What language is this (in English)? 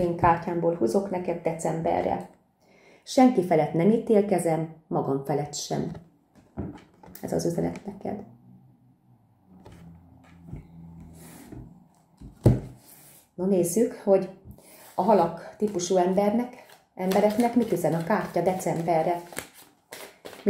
Hungarian